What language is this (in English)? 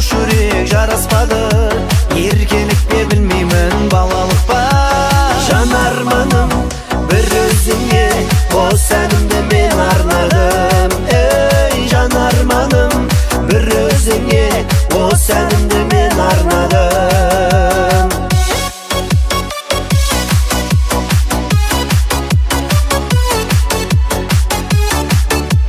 Kazakh